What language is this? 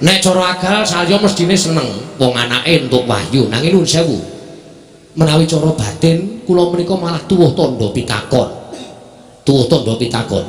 Javanese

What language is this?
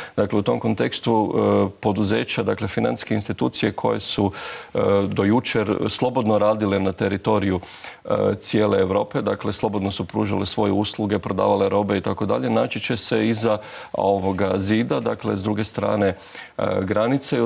Croatian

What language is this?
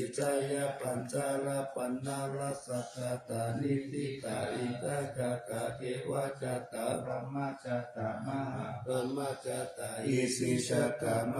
Pali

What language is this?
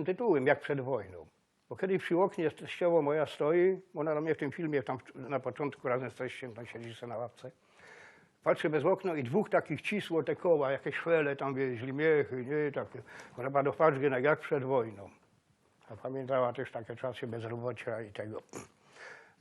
Silesian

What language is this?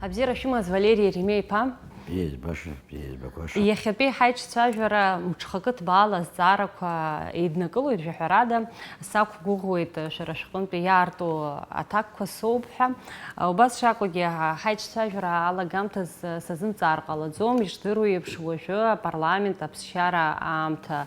Abkhazian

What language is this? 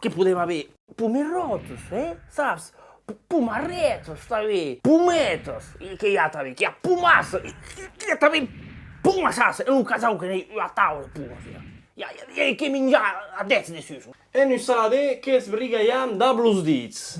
Occitan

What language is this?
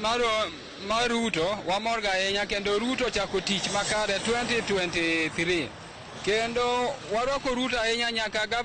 Luo (Kenya and Tanzania)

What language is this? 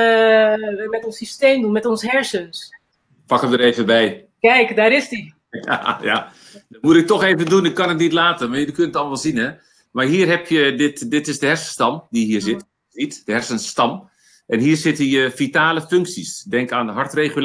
Dutch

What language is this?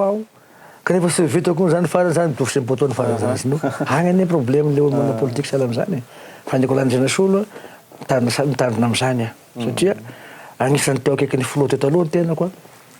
Malagasy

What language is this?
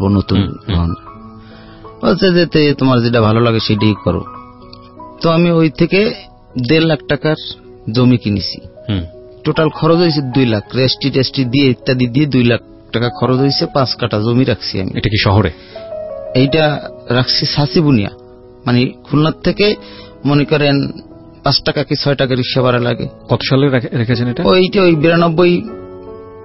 Bangla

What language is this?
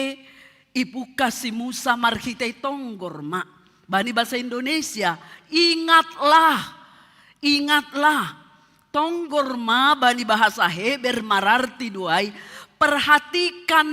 Batak Simalungun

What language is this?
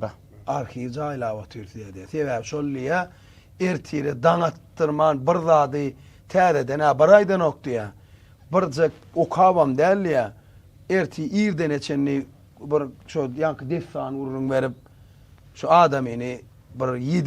Turkmen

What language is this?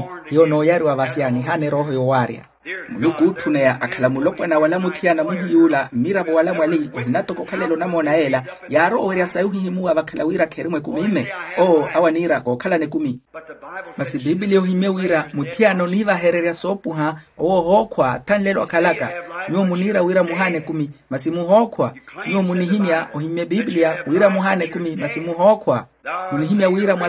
Makhuwa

